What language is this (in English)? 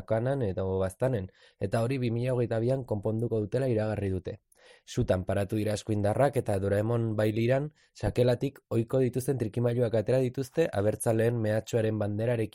Basque